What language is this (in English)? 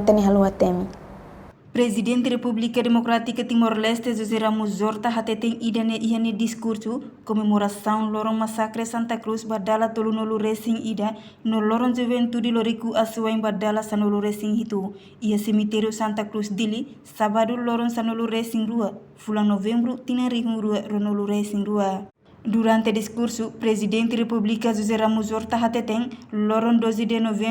Tetum